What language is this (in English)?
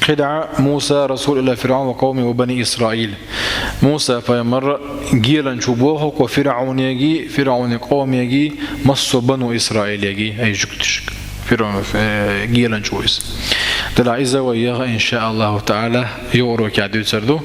Chechen